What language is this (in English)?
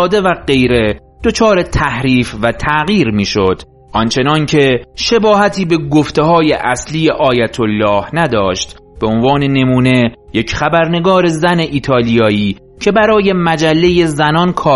Persian